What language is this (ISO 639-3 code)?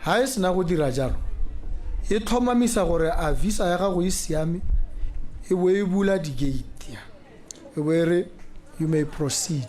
tsn